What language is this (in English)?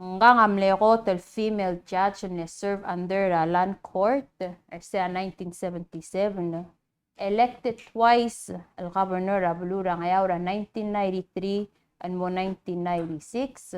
Palauan